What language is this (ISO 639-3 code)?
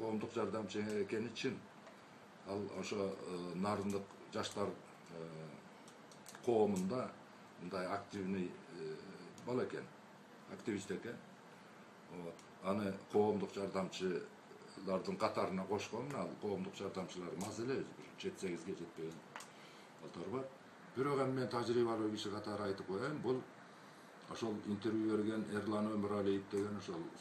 kir